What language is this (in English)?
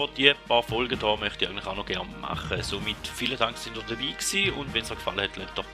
Swiss German